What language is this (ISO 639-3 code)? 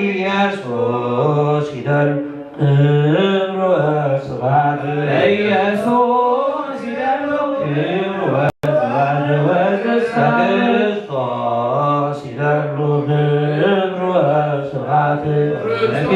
gez